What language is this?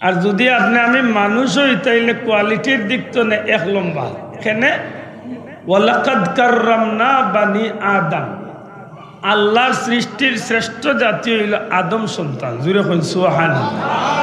Sylheti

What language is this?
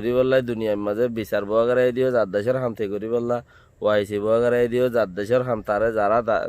Rohingya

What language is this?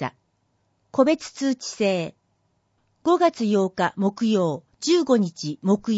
Japanese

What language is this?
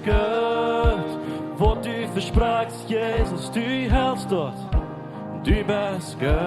Plautdietsch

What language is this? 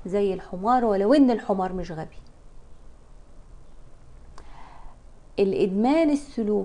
Egyptian Arabic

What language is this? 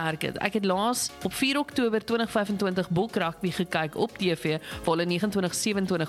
Afrikaans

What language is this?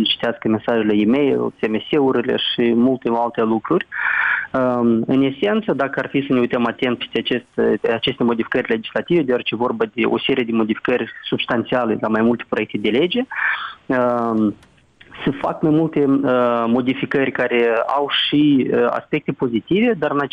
Romanian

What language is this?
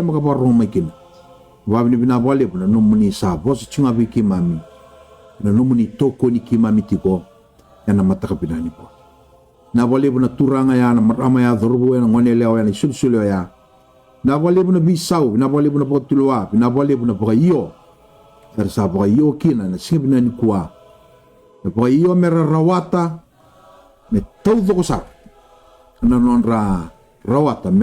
Fijian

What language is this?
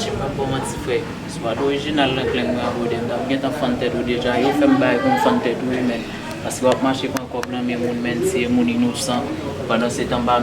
Haitian Creole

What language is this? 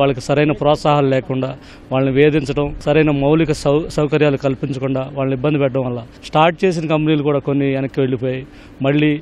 Telugu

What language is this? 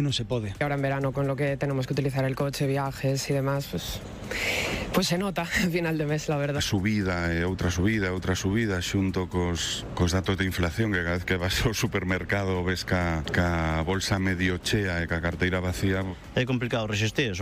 Galician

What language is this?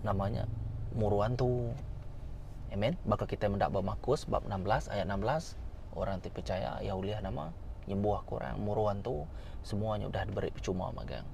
Iban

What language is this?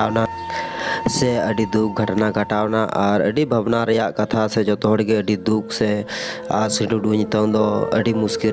Santali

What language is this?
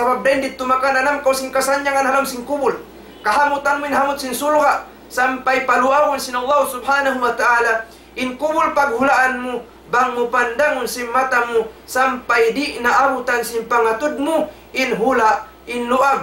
Tausug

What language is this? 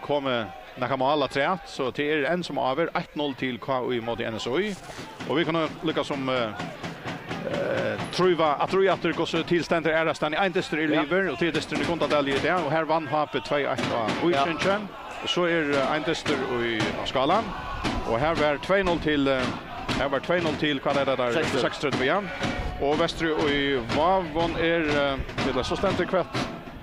Faroese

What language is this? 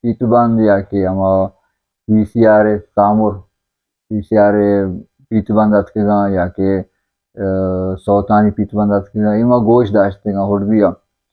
Baluchi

